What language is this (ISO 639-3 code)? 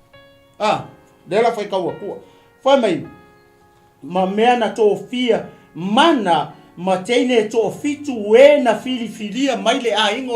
smo